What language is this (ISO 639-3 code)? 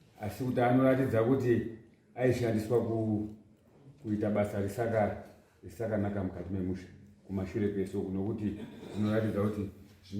sna